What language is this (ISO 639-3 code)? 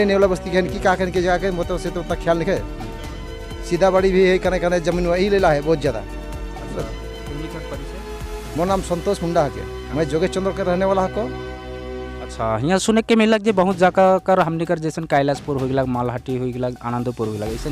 sck